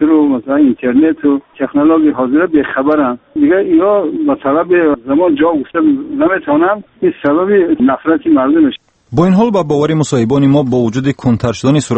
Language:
Persian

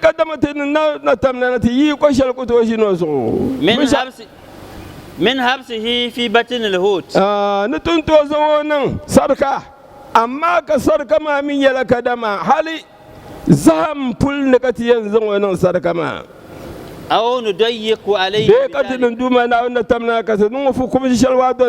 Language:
Dagbani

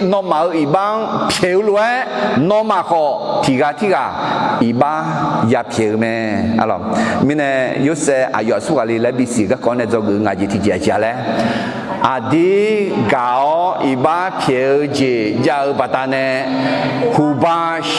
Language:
Akha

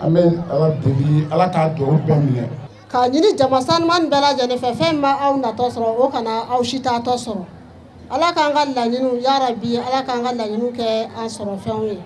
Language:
Bambara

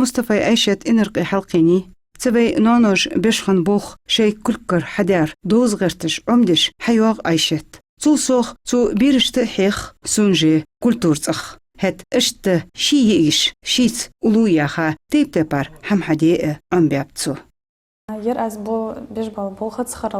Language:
Ingush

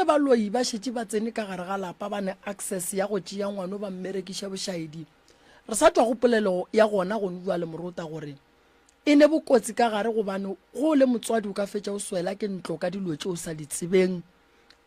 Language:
Northern Sotho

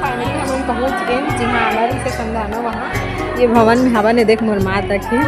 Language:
Chhattisgarhi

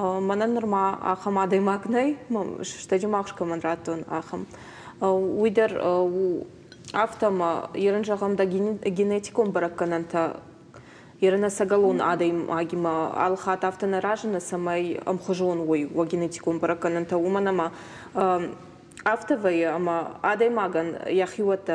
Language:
Ossetic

